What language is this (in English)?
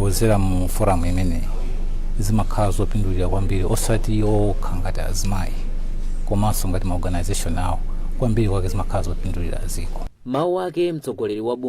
Nyanja